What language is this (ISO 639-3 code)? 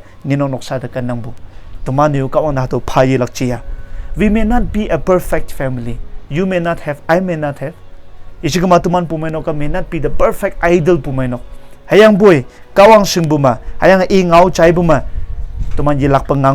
nbe